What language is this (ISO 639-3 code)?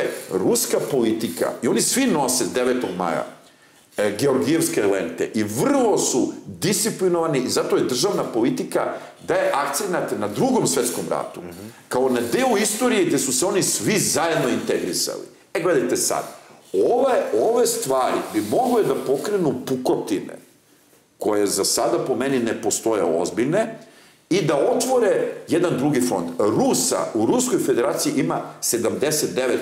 srp